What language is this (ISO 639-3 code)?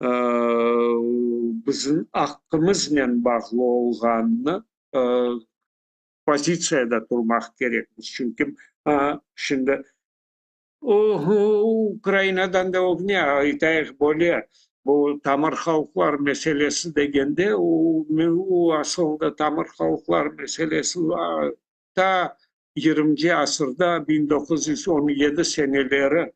crh